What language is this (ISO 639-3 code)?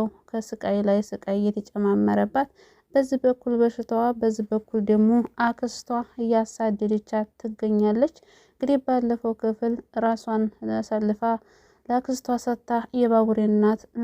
amh